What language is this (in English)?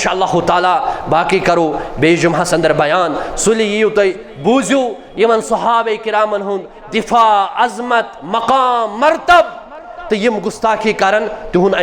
Kashmiri